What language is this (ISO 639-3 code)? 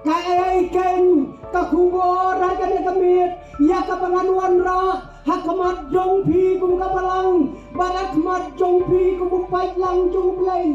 kha